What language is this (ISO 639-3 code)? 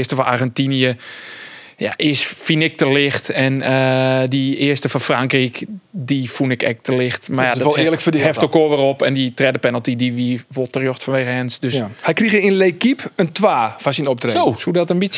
fry